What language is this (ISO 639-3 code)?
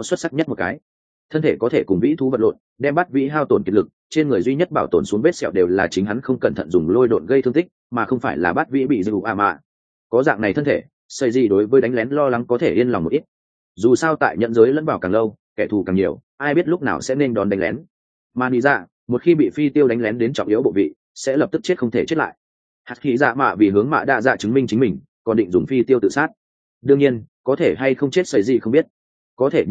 vie